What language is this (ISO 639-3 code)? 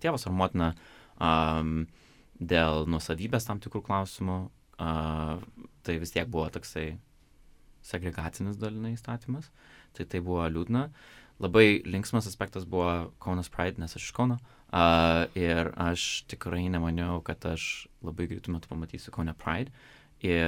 lit